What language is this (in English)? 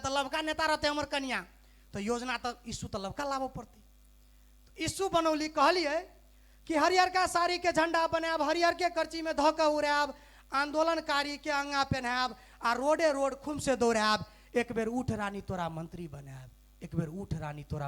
Maithili